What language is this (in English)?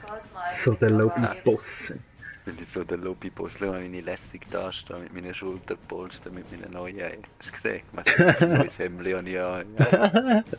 Swiss German